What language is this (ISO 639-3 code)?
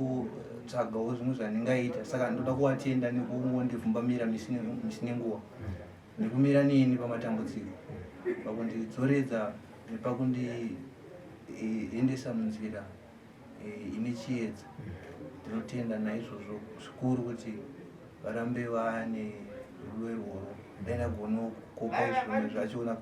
sna